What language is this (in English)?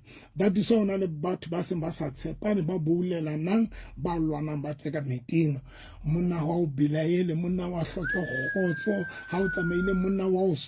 Southern Sotho